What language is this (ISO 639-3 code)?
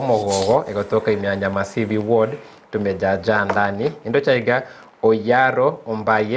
guz